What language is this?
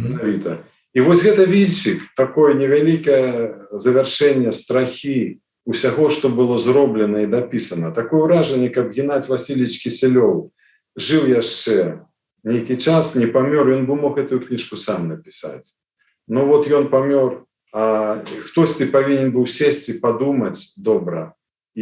Belarusian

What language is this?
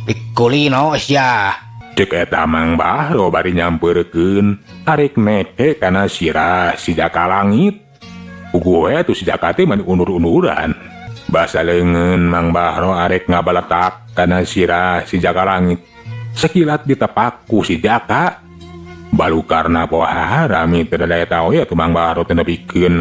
Sundanese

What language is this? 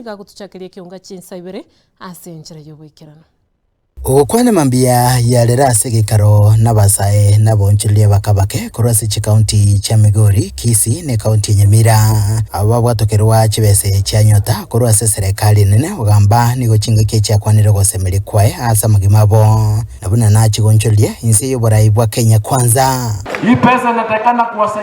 Gusii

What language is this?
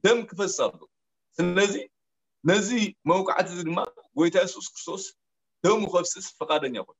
Tigrinya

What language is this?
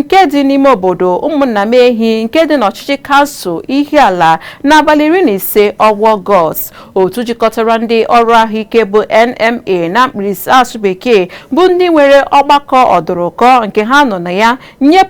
Igbo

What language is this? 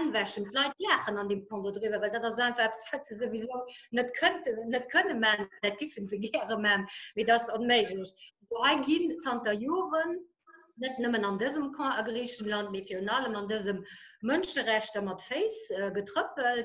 Luxembourgish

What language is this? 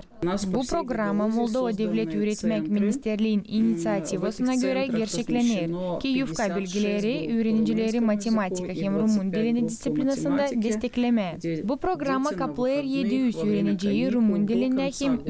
Gagauz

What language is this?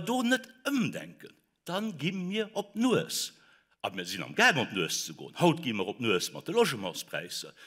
Luxembourgish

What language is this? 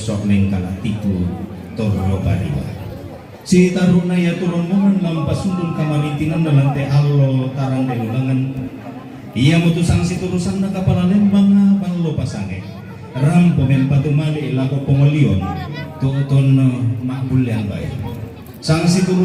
Toraja-Sa'dan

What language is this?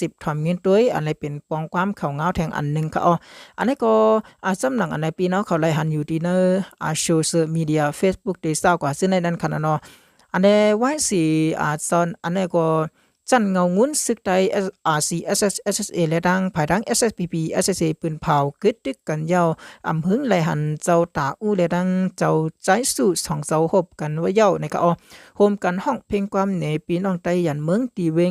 Shan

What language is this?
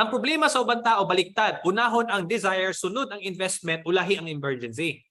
Cebuano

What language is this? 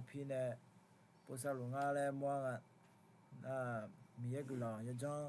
Akha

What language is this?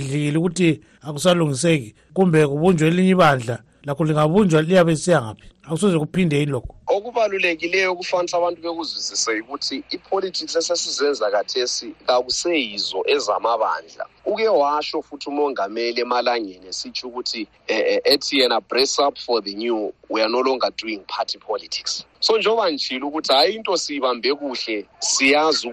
North Ndebele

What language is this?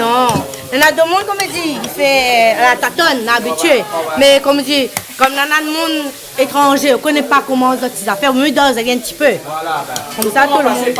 Réunion Creole French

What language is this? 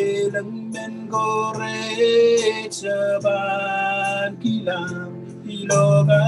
Marshallese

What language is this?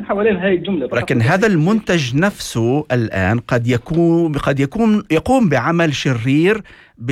North Levantine Arabic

